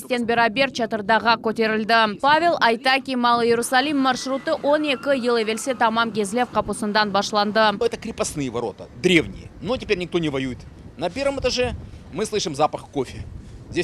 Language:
Crimean Tatar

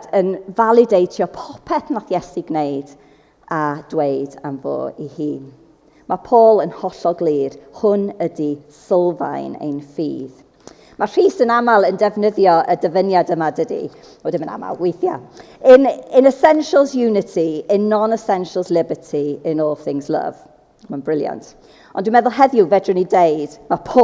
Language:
Welsh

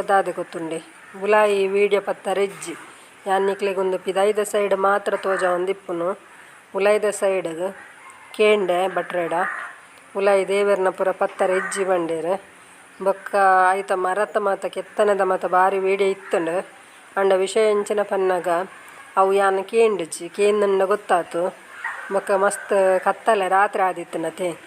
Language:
Tulu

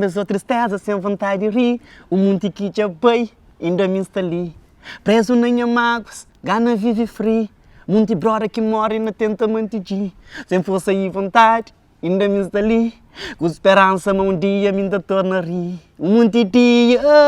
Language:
Kabuverdianu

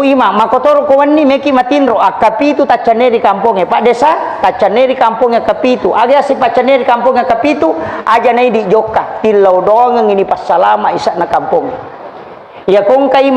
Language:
Buginese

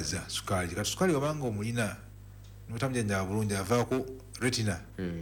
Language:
Ganda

